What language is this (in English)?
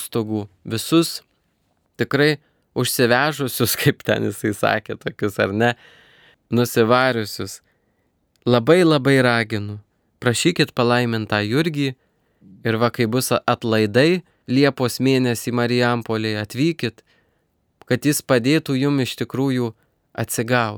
Lithuanian